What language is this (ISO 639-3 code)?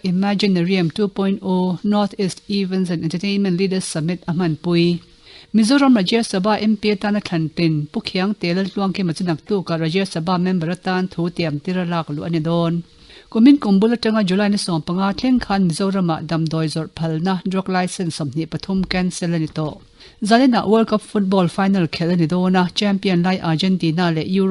lus